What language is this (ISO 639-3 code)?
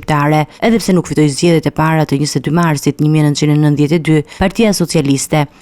sqi